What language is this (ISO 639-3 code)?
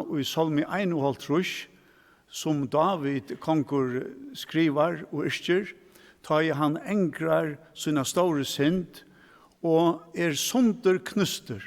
fao